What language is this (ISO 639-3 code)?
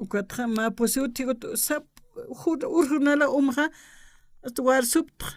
aym